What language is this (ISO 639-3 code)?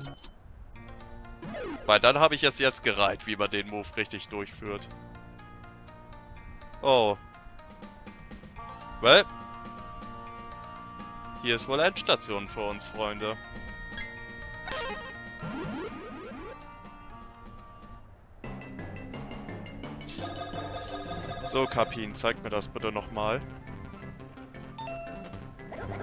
deu